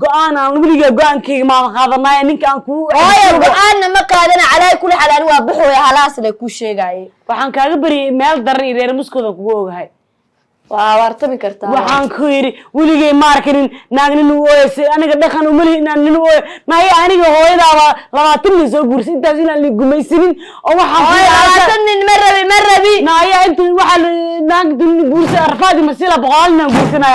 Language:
Somali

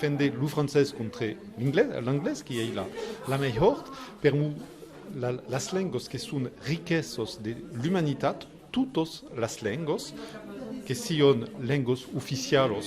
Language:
Occitan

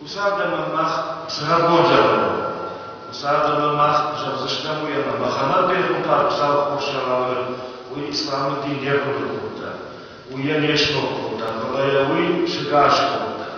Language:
Ossetic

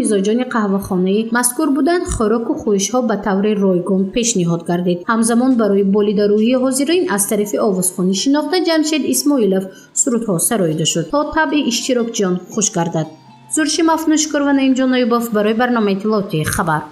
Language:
Tajik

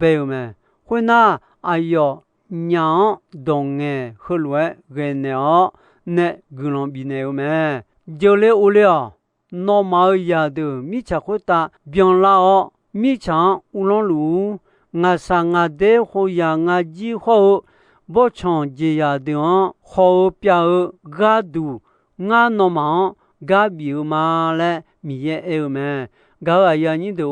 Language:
Akha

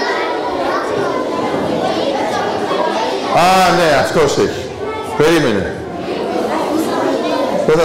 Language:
Greek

